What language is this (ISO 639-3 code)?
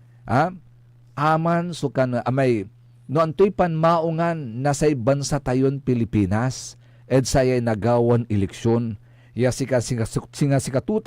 pag